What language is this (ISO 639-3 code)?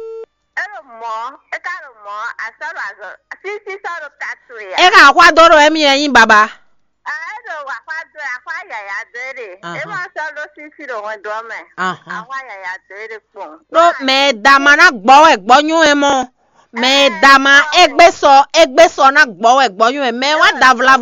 fon